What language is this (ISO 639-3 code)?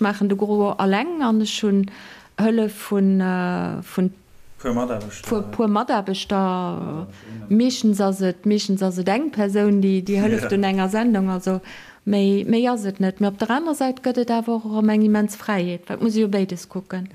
ltz